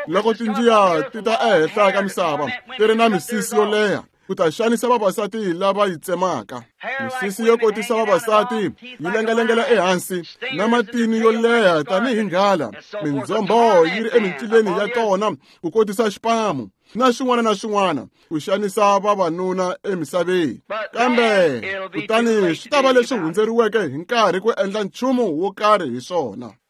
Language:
Tsonga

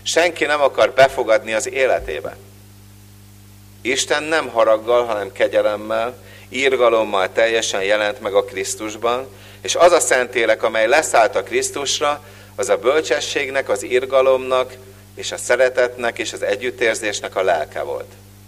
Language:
Hungarian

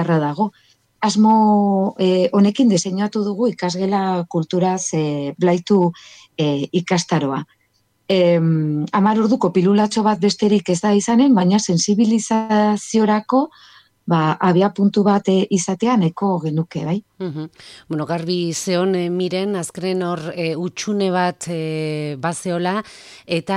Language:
Basque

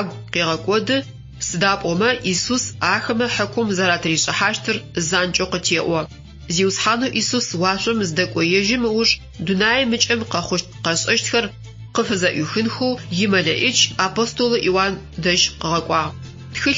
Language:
Adyghe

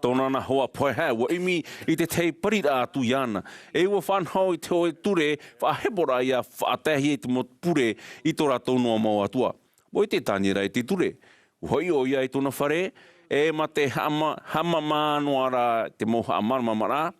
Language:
Tahitian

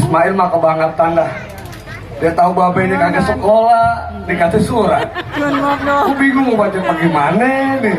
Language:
Betawi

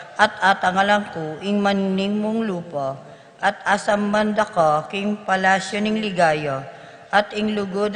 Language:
Pampanga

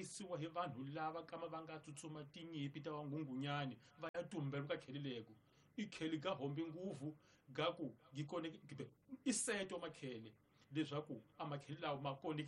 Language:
Tsonga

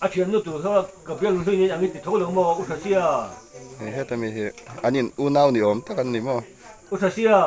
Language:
Mizo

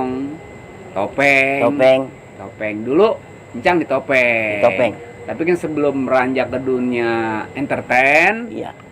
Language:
Betawi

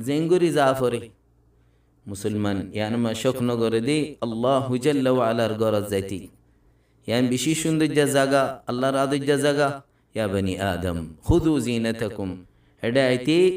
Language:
Rohingya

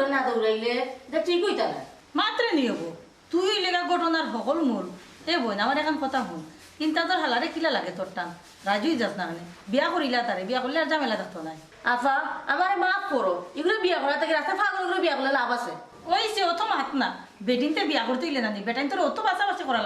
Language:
Sylheti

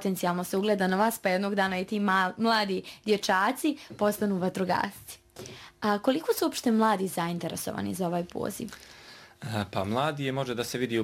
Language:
Bosnian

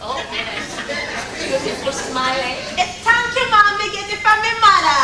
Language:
Jamaican Creole English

